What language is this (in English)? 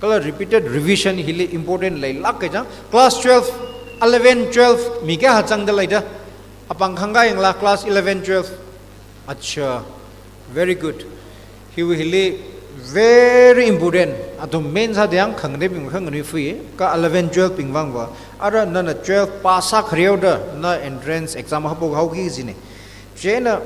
Tangkhul Naga (India)